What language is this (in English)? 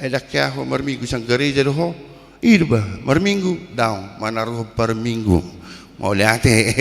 Batak Toba